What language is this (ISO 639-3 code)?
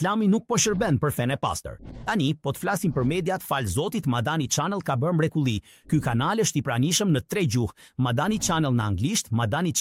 sqi